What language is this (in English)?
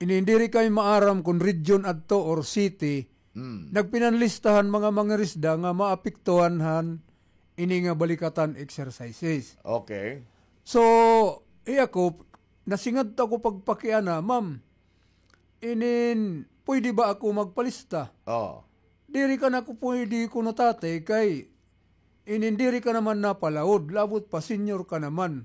Waray